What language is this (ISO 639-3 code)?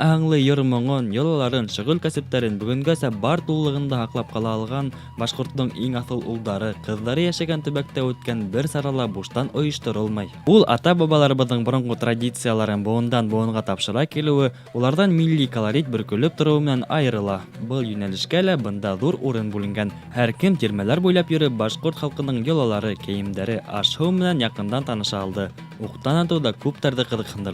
bak